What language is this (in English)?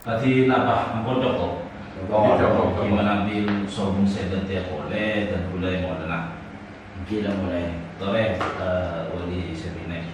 Madurese